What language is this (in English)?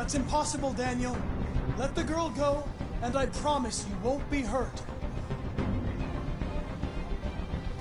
English